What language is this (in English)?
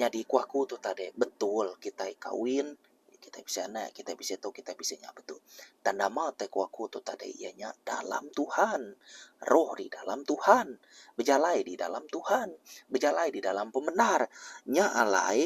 Iban